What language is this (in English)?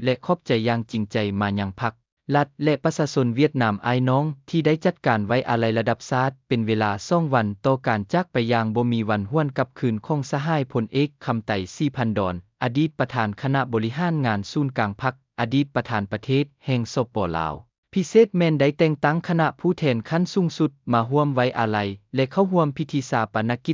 Lao